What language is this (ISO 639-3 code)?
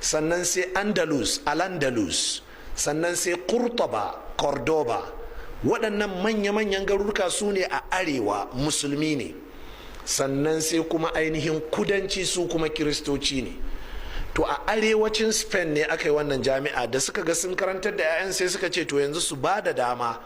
hau